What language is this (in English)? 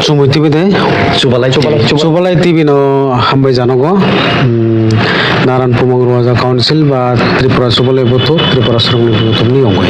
Kok Borok